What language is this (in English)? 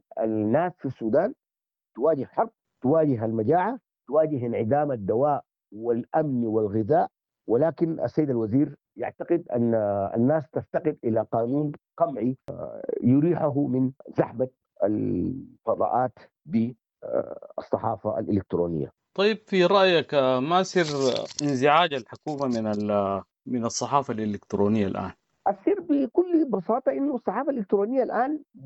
Sudanese Arabic